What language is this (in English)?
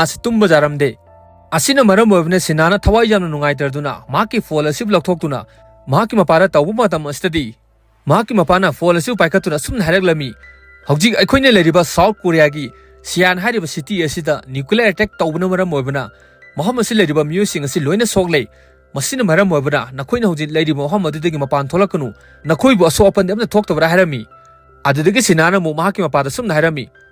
Manipuri